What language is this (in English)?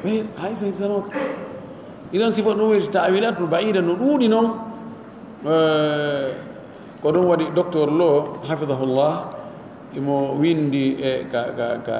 Pular